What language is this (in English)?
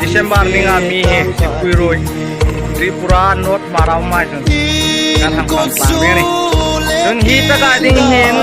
Hmar